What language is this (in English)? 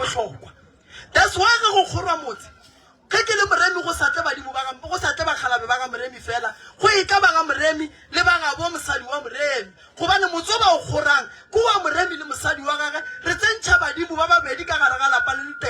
Northern Sotho